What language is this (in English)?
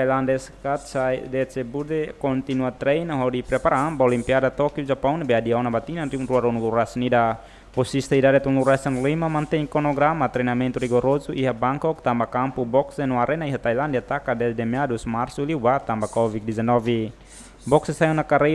Tetum